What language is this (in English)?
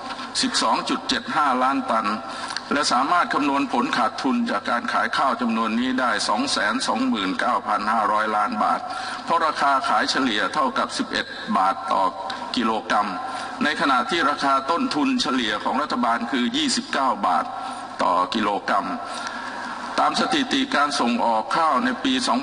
Thai